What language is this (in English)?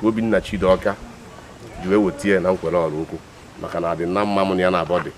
Igbo